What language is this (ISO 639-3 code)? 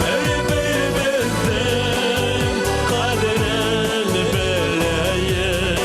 bak